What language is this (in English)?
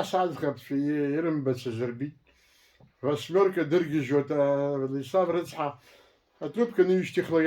Abkhazian